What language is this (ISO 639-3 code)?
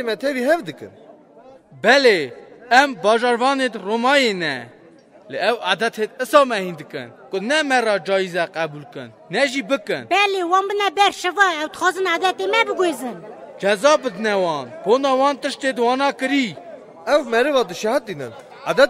kur